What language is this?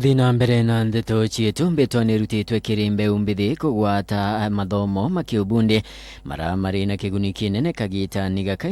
Meru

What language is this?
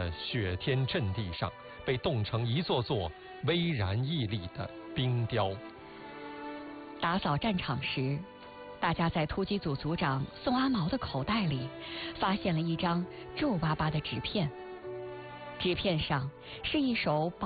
Chinese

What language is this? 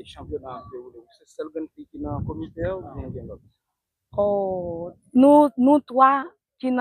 Haitian Creole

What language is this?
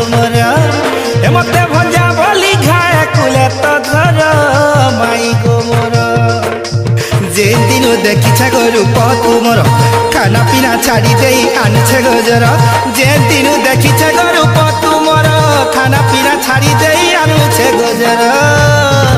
Sambalpuri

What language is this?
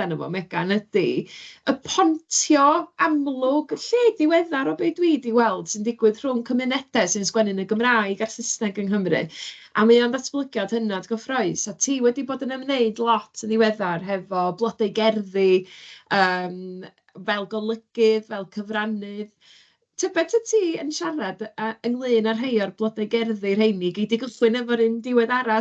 Welsh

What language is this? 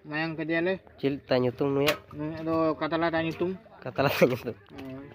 Santali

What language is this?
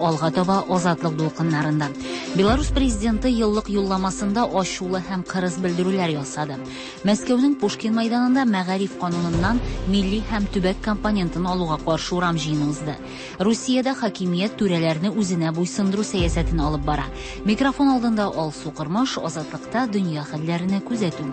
Tatar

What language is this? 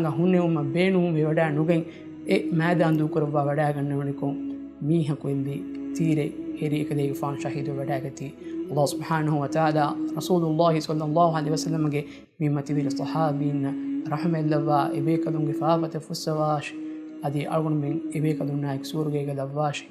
Divehi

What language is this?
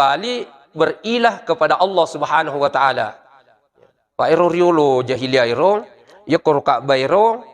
Buginese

